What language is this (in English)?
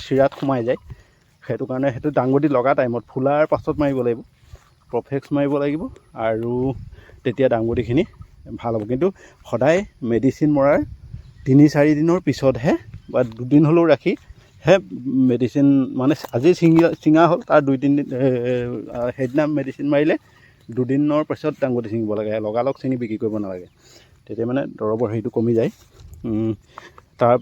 Assamese